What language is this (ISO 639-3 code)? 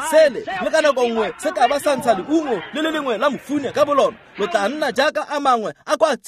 tsn